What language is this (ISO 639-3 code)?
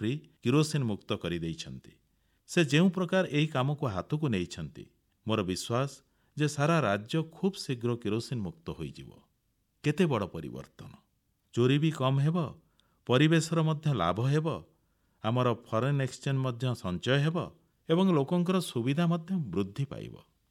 ori